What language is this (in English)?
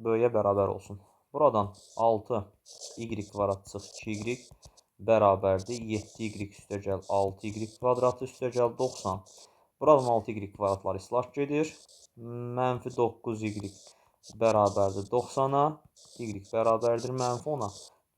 Azerbaijani